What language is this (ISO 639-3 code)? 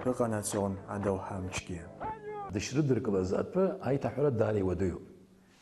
abk